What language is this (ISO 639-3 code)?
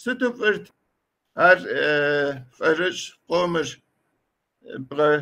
kbd